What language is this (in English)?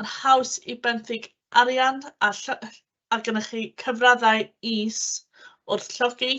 Welsh